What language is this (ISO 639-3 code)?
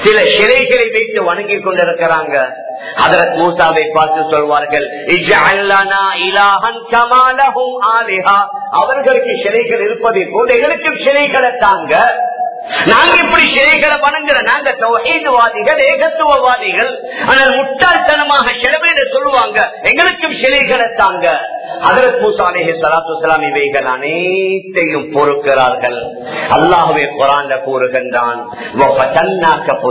tam